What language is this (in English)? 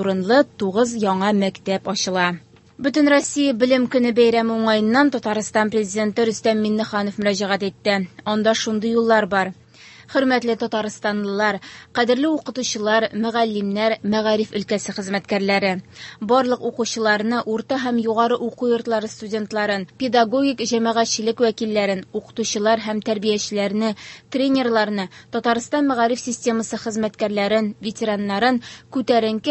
Tatar